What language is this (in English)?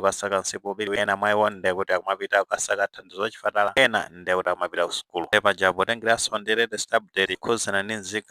Nyanja